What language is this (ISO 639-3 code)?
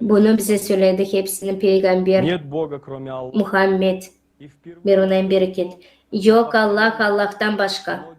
gag